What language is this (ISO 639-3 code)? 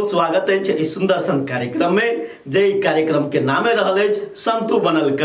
mai